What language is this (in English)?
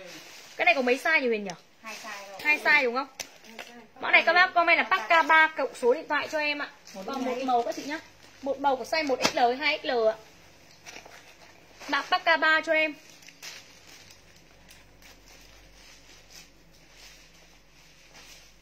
Vietnamese